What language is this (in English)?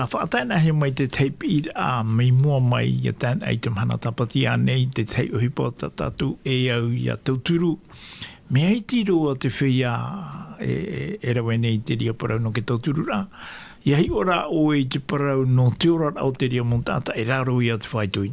Tahitian